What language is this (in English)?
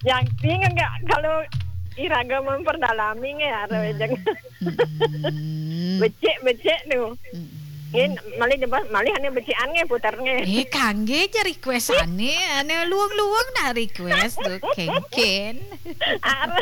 Balinese